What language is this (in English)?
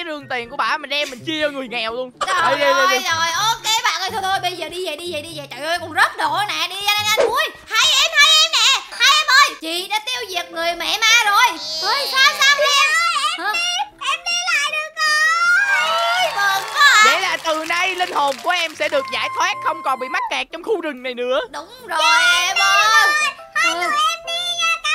Vietnamese